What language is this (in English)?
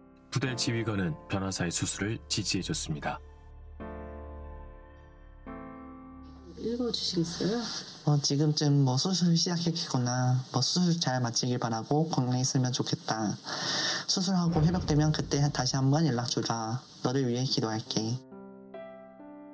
Korean